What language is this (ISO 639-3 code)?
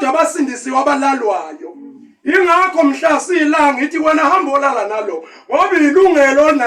zul